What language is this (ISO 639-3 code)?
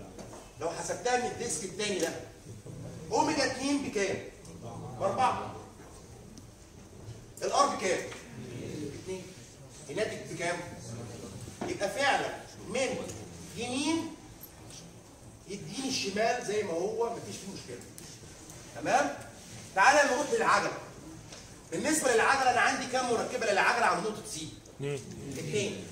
arz